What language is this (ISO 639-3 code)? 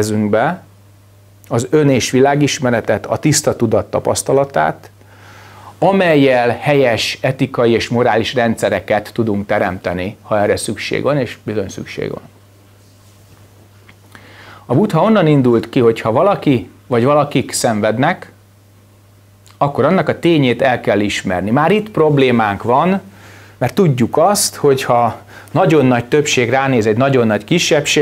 hun